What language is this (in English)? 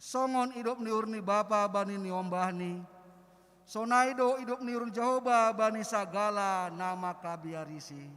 Batak Simalungun